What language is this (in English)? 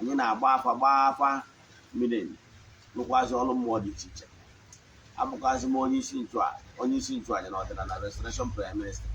Igbo